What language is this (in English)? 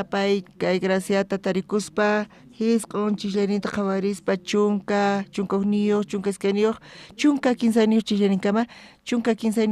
South Bolivian Quechua